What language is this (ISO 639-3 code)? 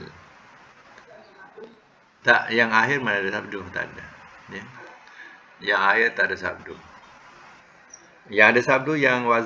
msa